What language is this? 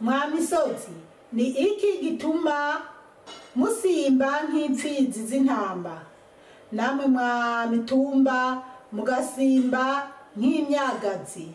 Rundi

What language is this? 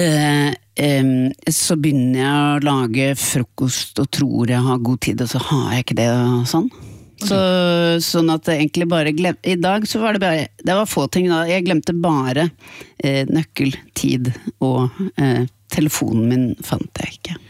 Norwegian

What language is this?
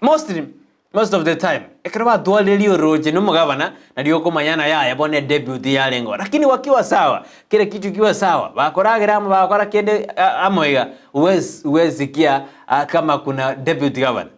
Gusii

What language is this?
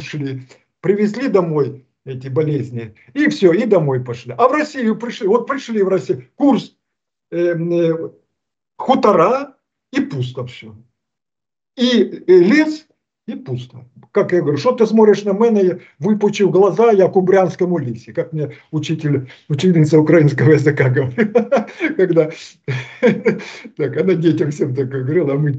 Russian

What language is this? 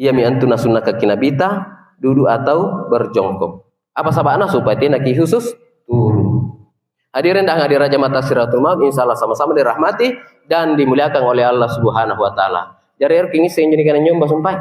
Makasar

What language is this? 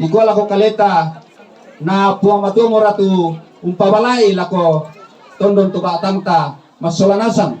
Toraja-Sa'dan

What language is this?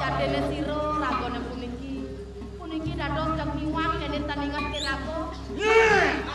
Balinese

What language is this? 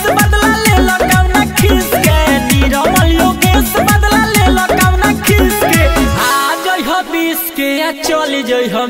Bhojpuri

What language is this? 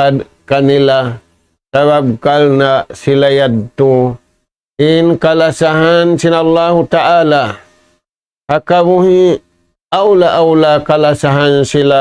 Tausug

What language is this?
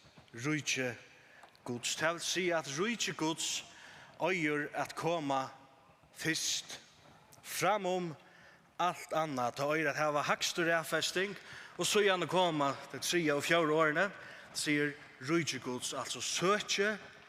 Faroese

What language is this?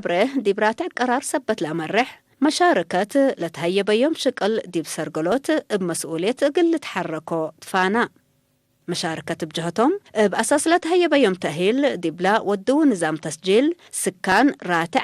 Tigre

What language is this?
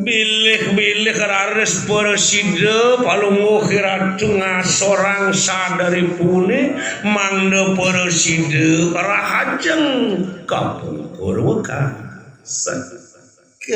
Balinese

